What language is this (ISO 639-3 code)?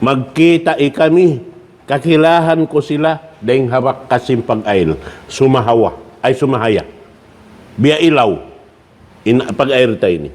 tsg